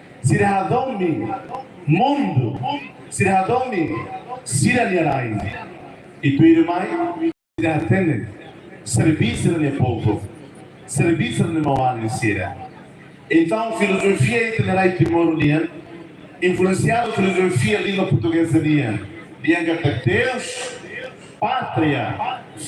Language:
Tetum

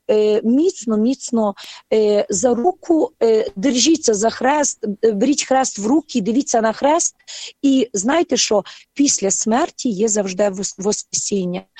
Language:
Ukrainian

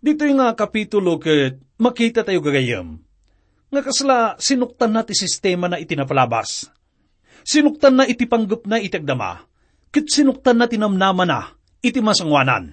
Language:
Iloko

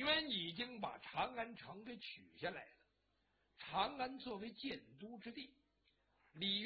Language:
Chinese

